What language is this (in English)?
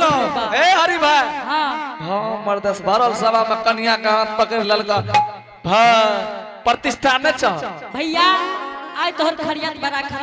Angika